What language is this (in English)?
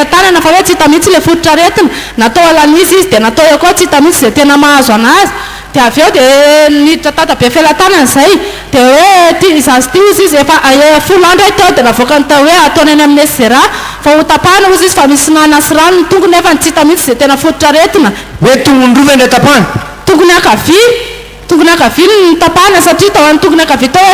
Malagasy